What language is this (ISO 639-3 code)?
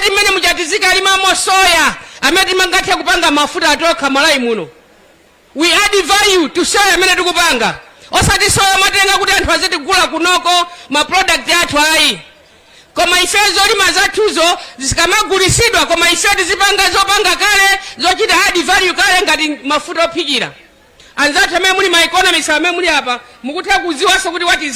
nya